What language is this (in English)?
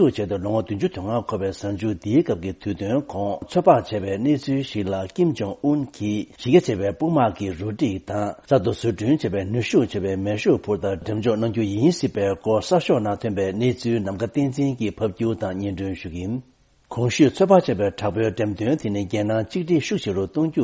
Tibetan